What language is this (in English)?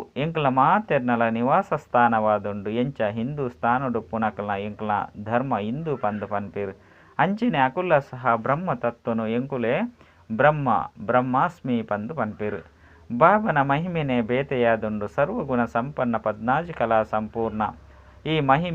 Tulu